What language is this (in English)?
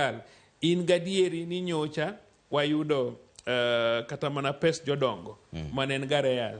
Luo (Kenya and Tanzania)